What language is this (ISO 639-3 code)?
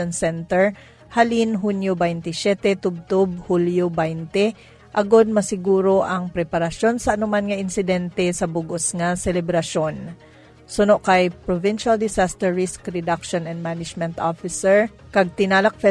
hil